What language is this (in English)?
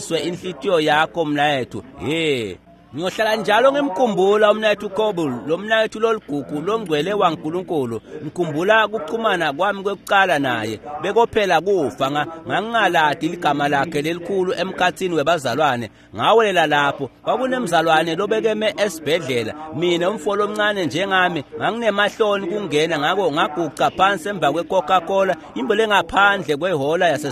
Swati